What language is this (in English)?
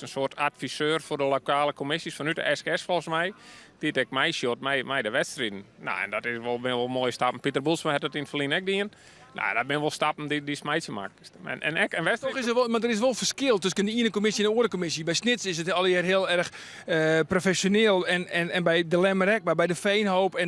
Western Frisian